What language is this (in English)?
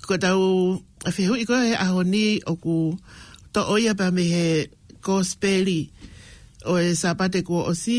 Tongan